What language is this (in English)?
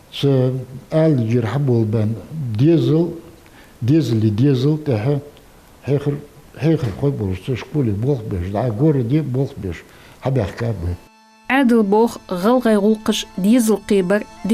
Ingush